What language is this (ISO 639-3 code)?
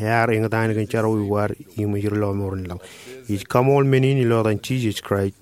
mah